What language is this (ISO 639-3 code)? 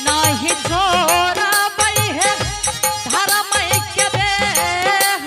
anp